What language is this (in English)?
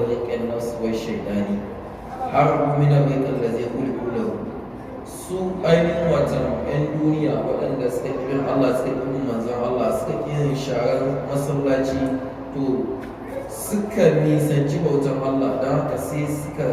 Hausa